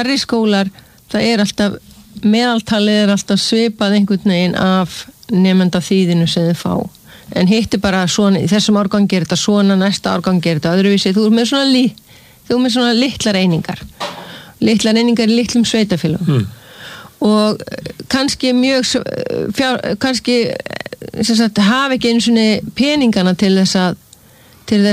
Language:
Icelandic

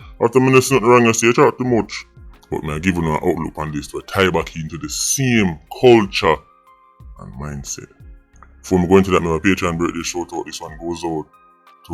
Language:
Jamaican Creole English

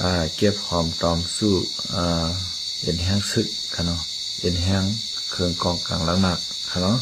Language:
Shan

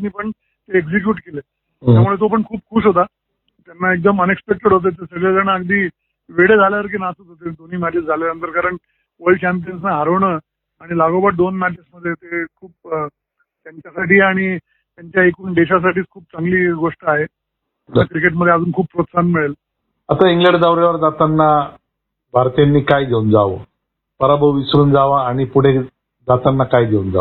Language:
Marathi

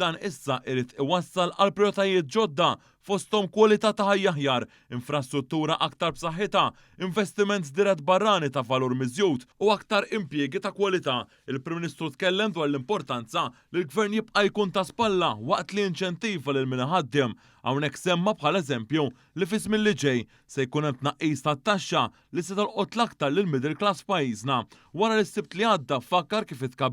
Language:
Maltese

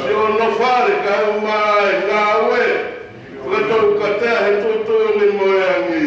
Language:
Tongan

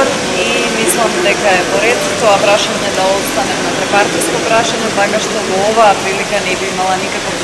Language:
Macedonian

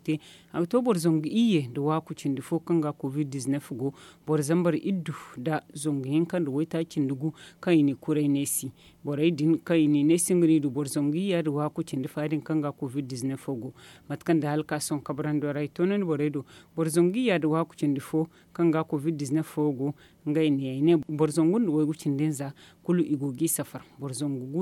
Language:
Zarma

